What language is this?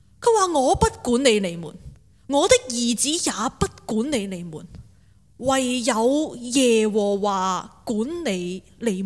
Cantonese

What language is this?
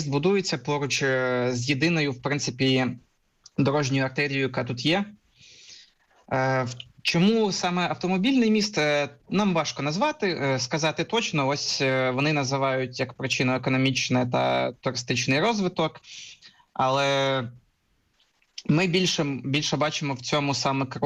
Ukrainian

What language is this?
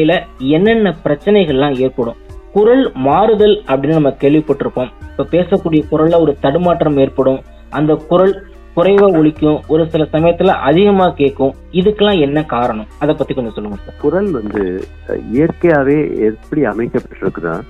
Tamil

